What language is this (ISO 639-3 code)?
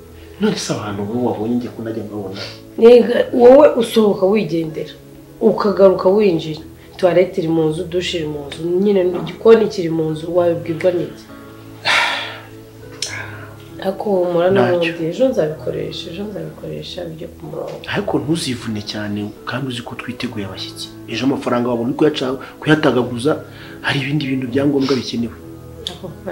kin